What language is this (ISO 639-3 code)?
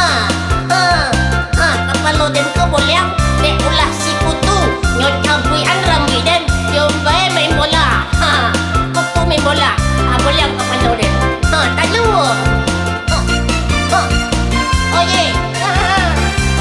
min